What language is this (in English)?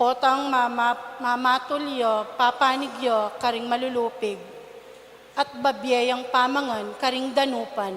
Pampanga